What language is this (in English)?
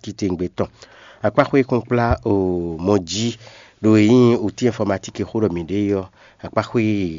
Fon